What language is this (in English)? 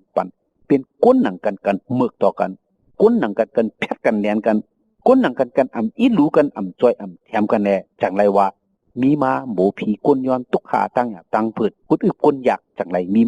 Shan